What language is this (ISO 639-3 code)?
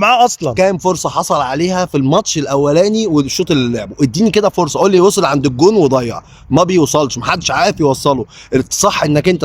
arz